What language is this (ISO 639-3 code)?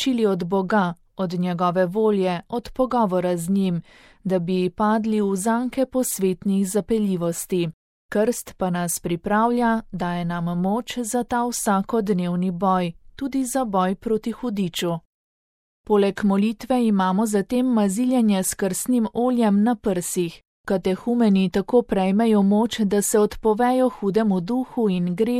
slv